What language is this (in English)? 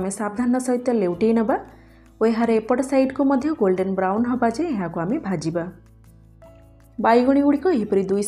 Odia